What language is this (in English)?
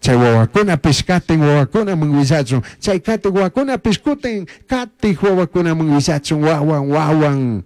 Chimborazo Highland Quichua